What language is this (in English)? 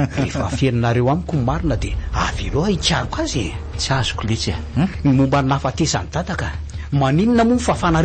Malagasy